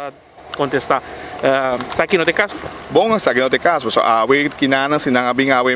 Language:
Papiamento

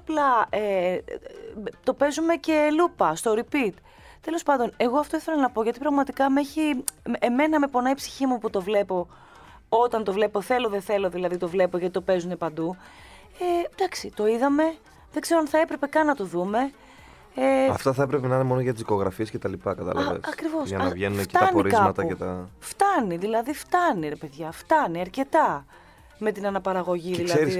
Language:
Greek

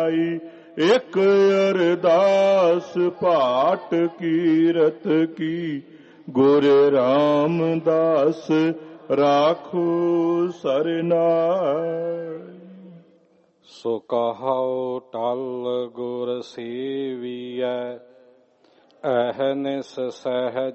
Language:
Punjabi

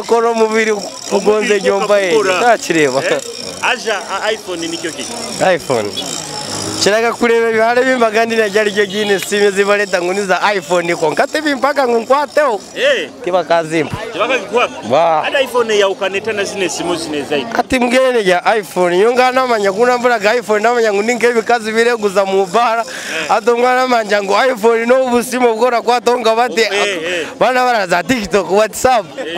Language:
Nyoro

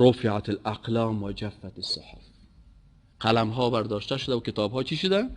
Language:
Persian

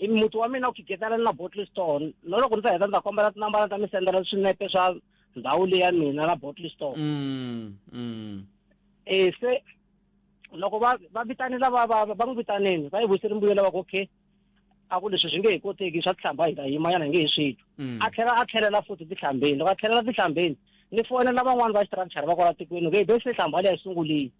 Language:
Tsonga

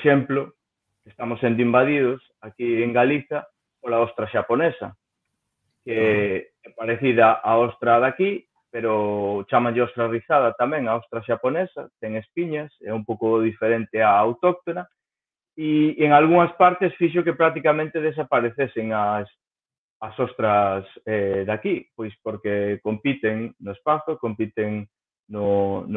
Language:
Galician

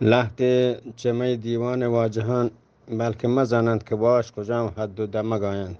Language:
Eastern Balochi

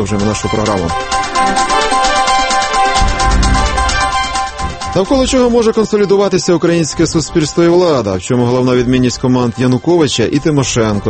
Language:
Ukrainian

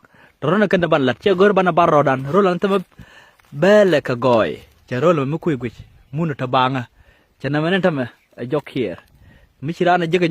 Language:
Nuer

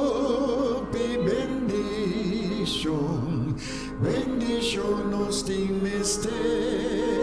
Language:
Papiamento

